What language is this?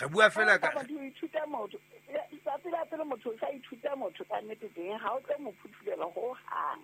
Southern Sotho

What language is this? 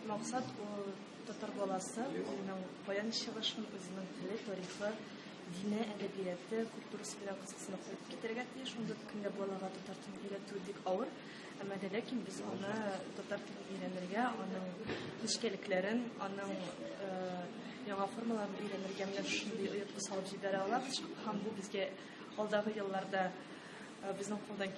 Tatar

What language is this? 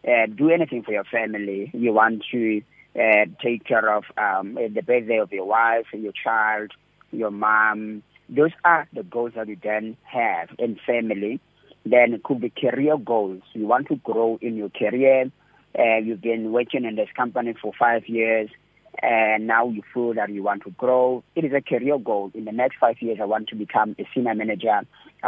English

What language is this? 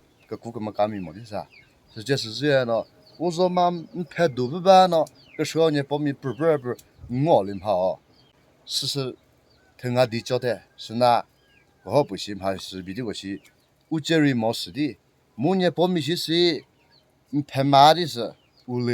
Chokri Naga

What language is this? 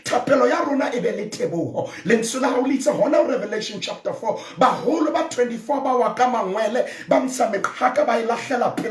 Southern Sotho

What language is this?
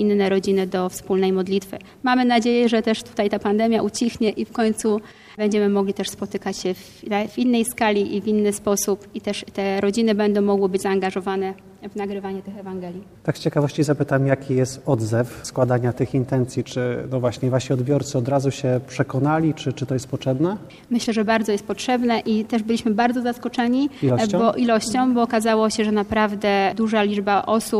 Polish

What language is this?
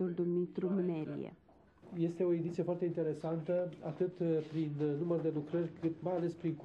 Romanian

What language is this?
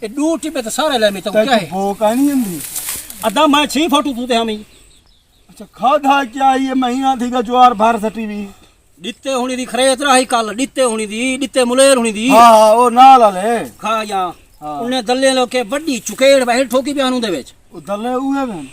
Saraiki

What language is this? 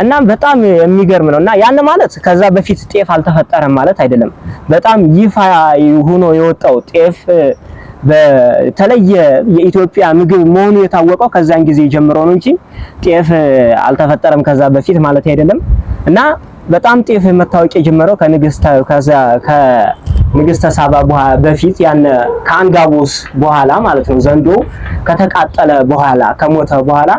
Amharic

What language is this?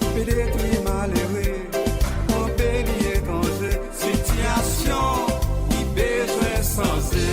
Seselwa Creole French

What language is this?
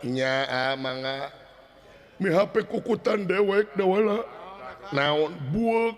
Sundanese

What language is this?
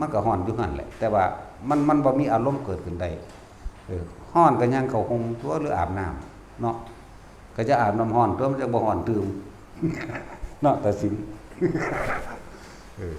Lao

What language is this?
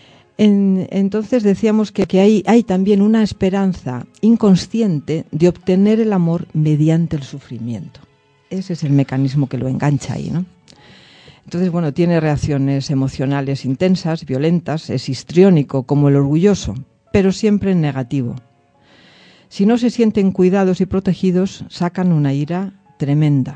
Spanish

